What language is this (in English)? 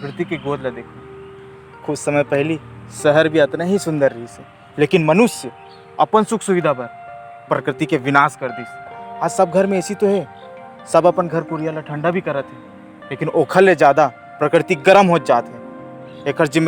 Chhattisgarhi